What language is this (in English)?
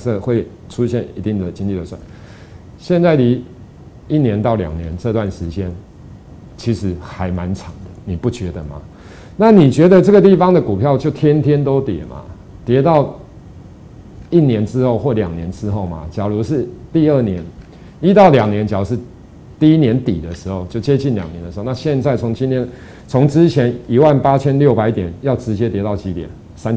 Chinese